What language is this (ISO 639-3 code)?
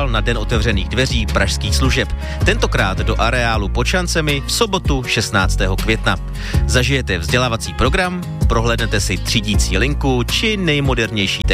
ces